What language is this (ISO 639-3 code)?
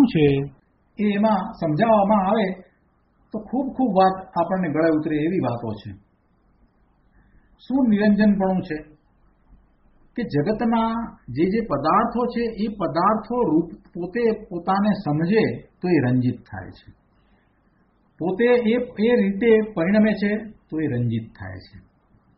guj